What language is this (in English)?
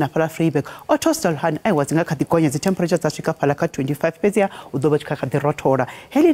Venda